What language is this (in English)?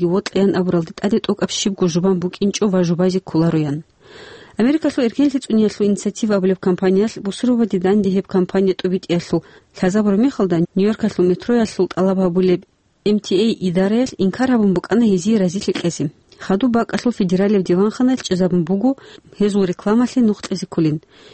Avaric